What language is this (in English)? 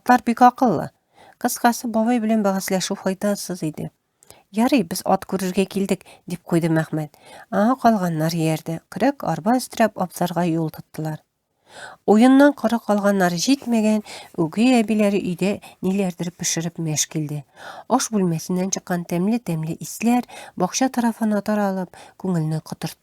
Tatar